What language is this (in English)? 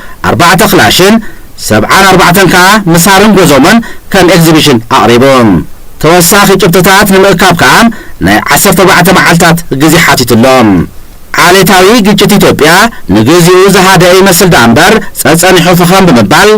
Tigrinya